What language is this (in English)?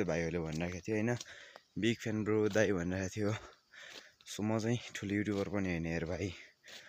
Nepali